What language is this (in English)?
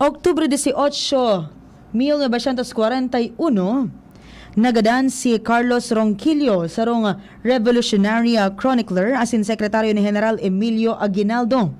Bikol